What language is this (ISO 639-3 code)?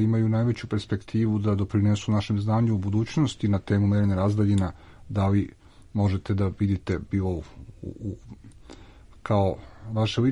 srp